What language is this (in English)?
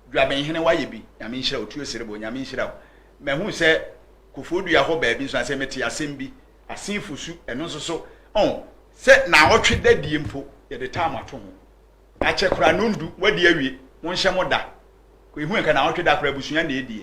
Akan